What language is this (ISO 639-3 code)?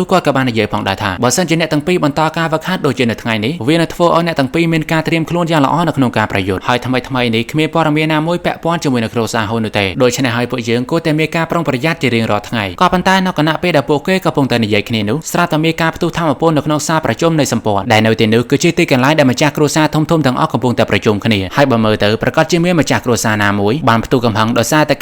khm